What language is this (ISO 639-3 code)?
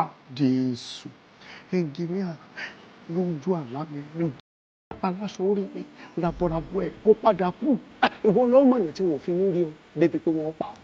yor